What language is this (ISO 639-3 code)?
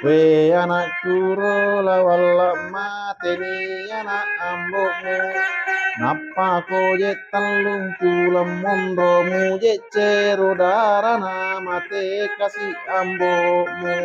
bug